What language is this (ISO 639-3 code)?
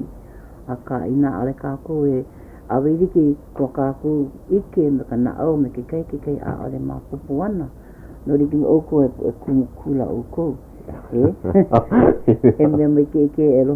haw